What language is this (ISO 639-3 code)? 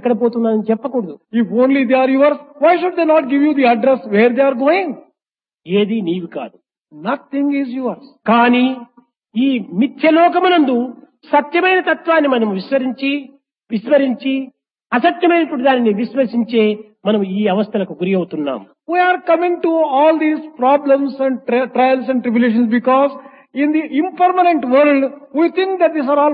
tel